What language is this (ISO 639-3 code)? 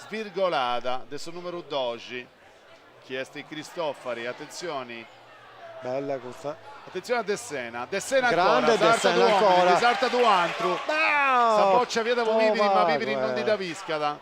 srd